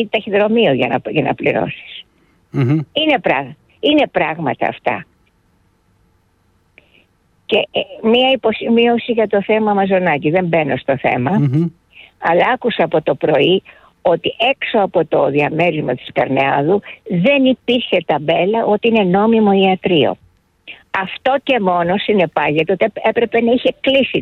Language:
Greek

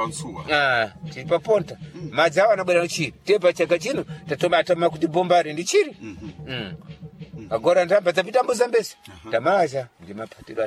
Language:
Sena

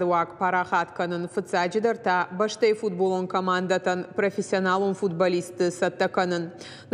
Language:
Ossetic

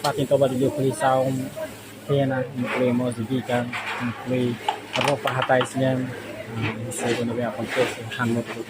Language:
Tetum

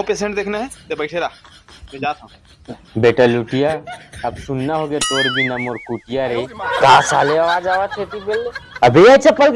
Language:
Chhattisgarhi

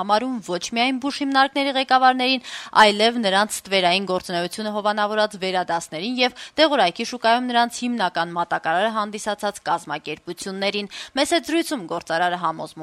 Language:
Armenian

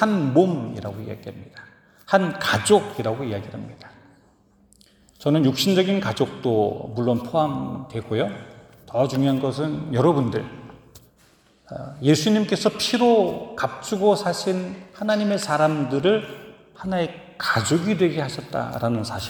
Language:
Korean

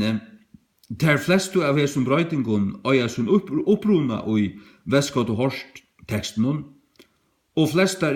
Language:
Faroese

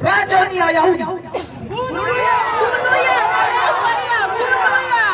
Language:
Nias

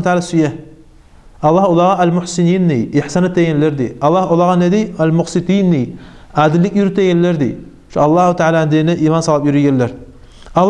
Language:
Kumyk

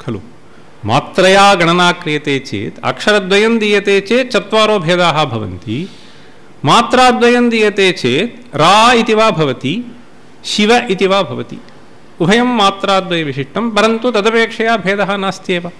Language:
Sanskrit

